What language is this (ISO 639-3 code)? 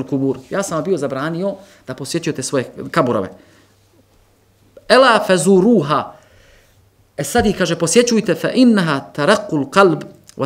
bos